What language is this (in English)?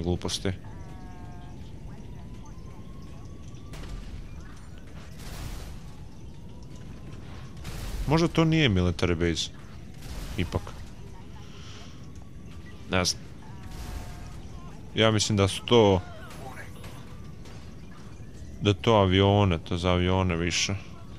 Croatian